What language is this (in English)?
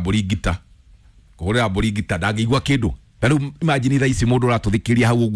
Kikuyu